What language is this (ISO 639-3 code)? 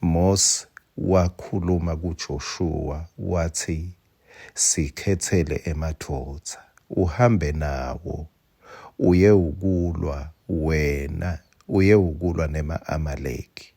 ssw